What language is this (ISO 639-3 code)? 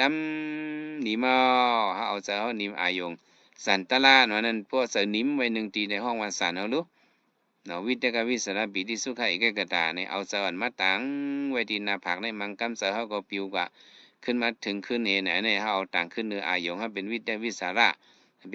shn